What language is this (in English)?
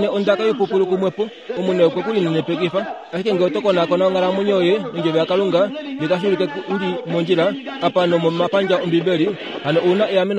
Kuanyama